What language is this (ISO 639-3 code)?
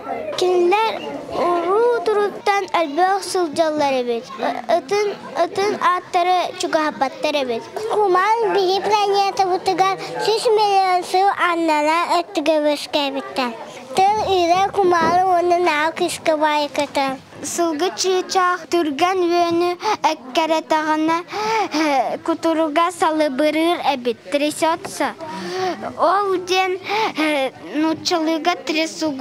sah